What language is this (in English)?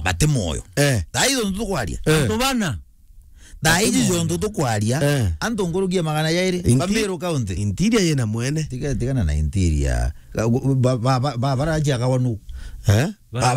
Meru